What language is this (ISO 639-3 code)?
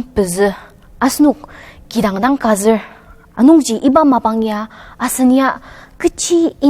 njo